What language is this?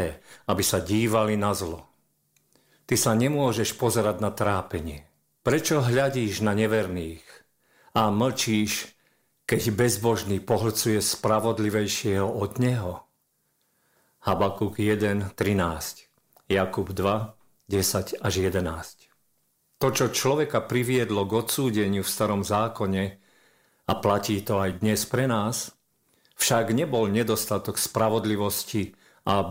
Slovak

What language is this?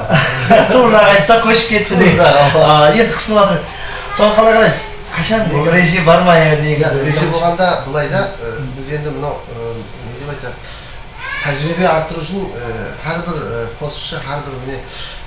Kara-Kalpak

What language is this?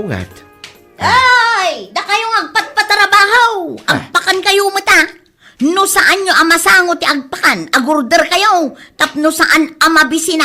Iloko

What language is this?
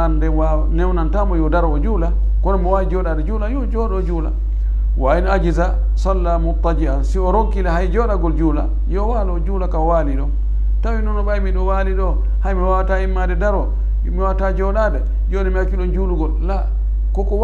Fula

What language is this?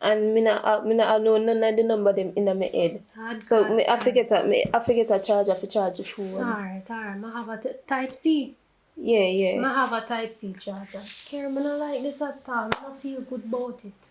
Jamaican Creole English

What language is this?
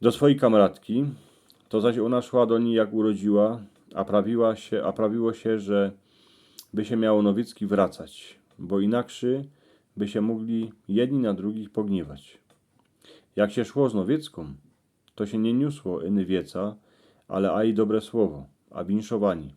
Silesian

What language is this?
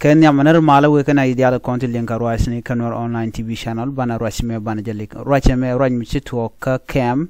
Nuer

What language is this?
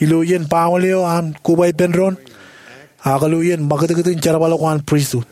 Marshallese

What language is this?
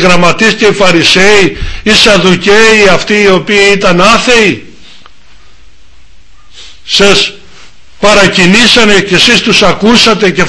Greek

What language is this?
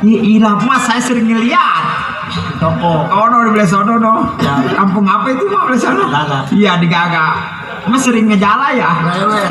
Betawi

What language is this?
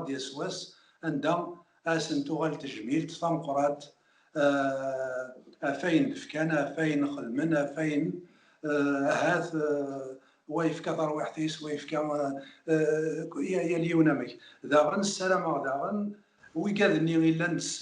Kabyle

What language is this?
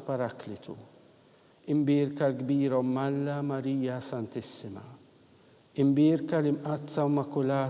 Maltese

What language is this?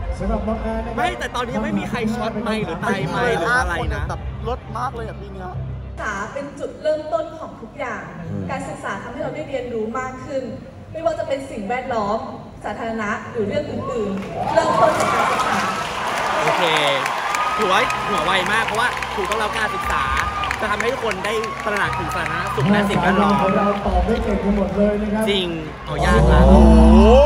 Thai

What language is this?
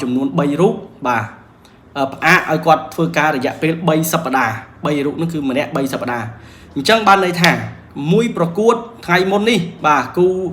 Khmer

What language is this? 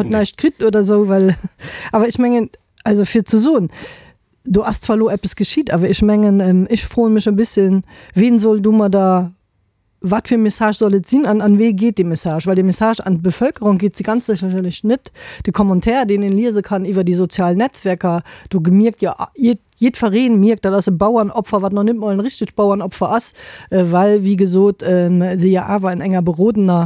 Luxembourgish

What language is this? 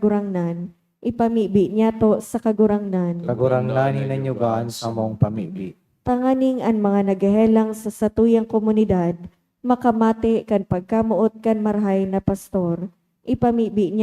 Bikol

